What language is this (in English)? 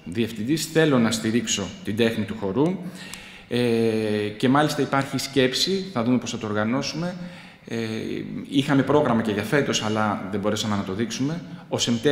Greek